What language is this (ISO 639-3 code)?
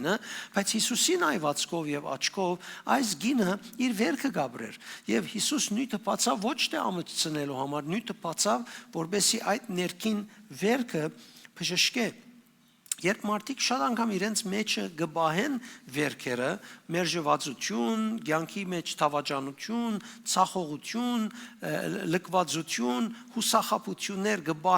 hyw